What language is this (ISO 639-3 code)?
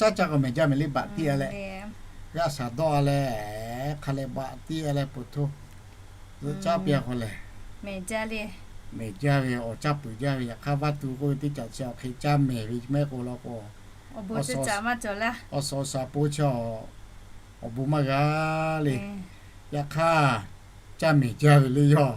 lhu